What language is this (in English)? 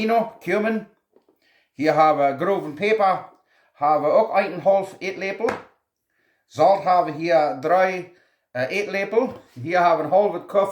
Plautdietsch